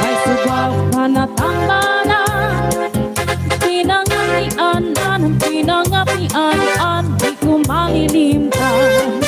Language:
Waray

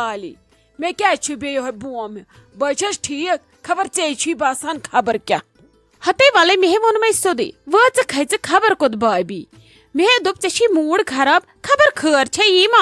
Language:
Kashmiri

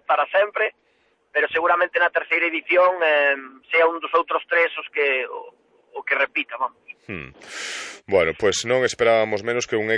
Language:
Galician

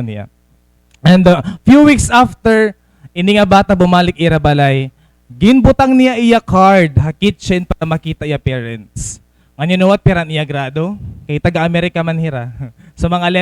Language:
Waray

